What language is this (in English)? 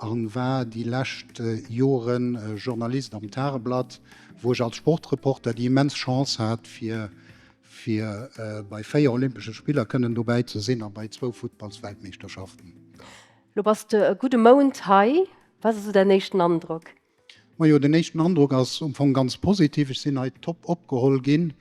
Luxembourgish